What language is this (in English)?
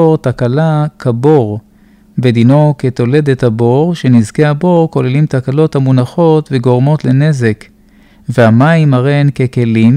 Hebrew